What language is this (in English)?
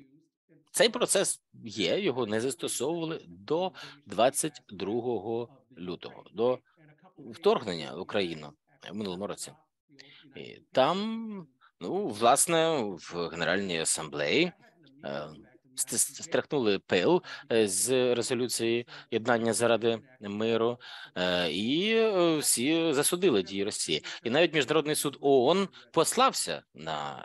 Ukrainian